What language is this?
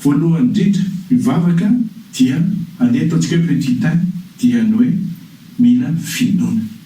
Malagasy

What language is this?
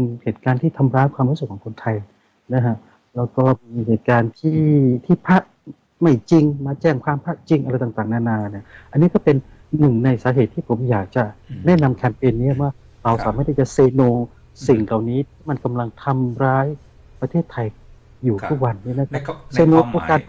Thai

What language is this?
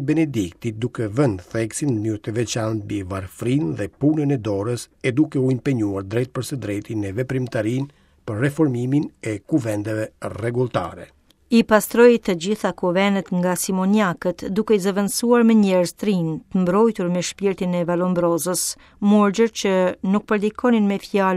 Albanian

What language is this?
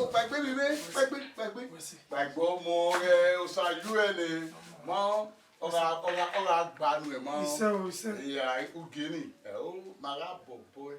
Bini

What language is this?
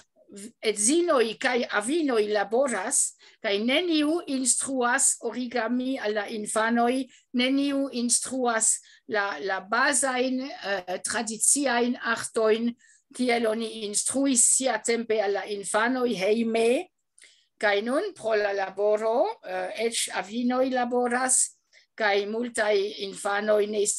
Esperanto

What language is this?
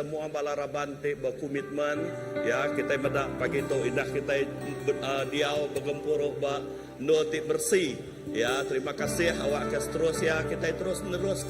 Iban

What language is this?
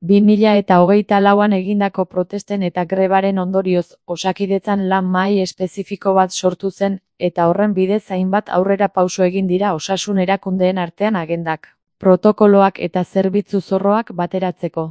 Basque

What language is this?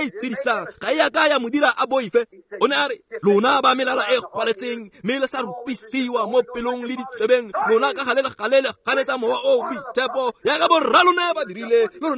Tswana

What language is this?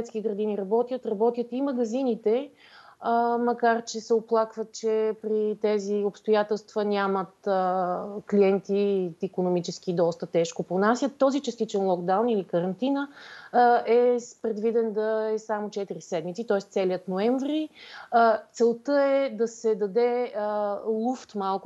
Bulgarian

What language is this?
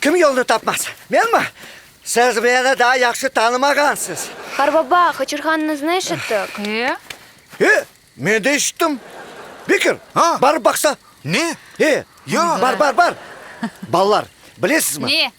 Crimean Tatar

